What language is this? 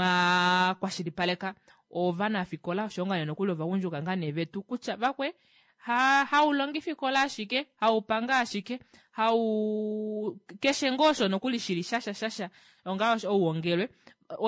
Kuanyama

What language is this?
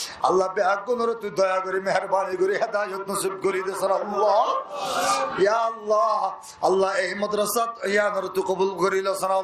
Rohingya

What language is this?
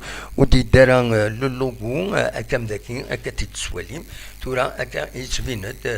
Kabyle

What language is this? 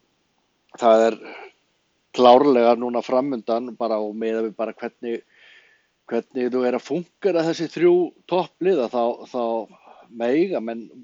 Icelandic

